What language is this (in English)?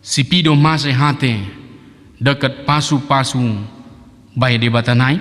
Batak Dairi